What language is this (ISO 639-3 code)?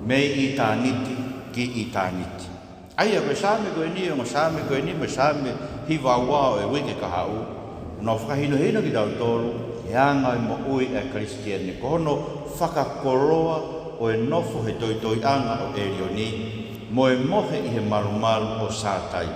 ton